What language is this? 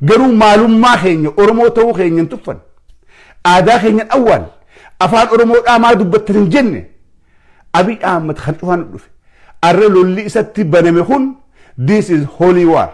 Oromo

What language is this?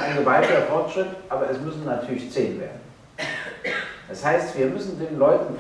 German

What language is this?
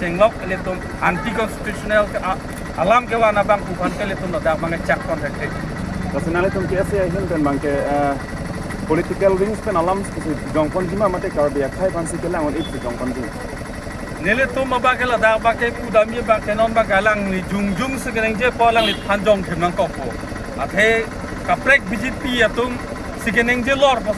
Karbi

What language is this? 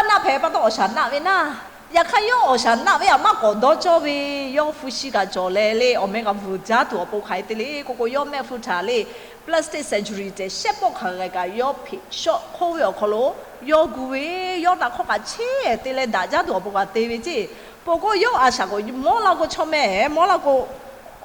Lahu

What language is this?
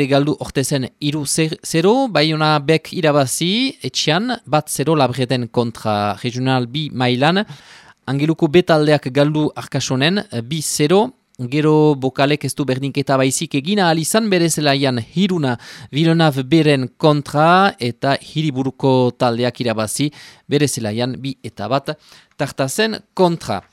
Basque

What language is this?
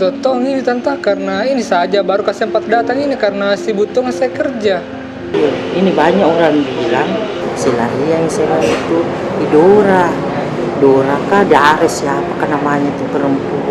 Makassar Malay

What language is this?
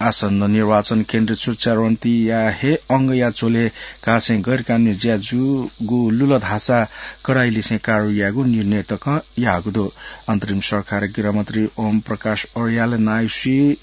Newari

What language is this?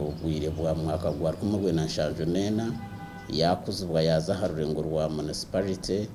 Nyankole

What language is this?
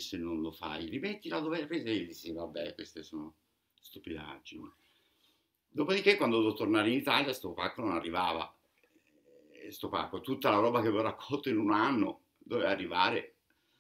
Italian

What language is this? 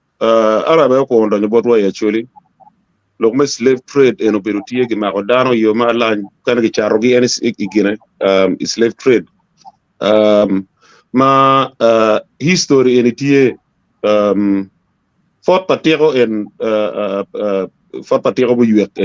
Acoli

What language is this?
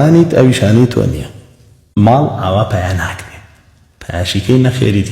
Central Kurdish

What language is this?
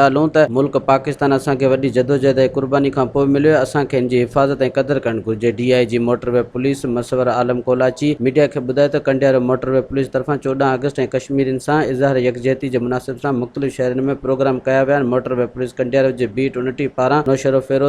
Sindhi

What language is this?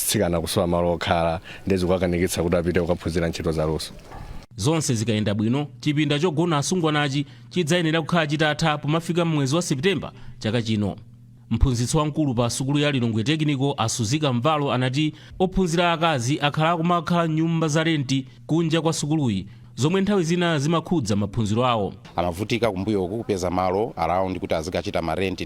Nyanja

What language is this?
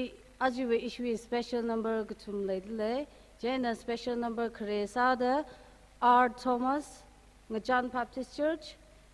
Tangkhul Naga (India)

